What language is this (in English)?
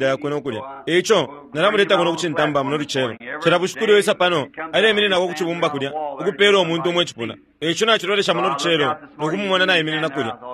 Bemba